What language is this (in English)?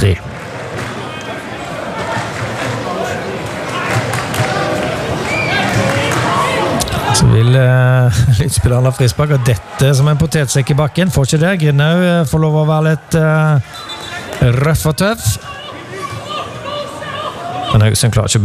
Norwegian